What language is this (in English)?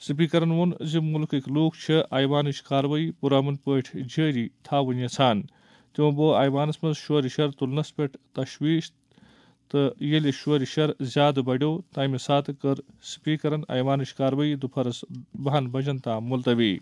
Kashmiri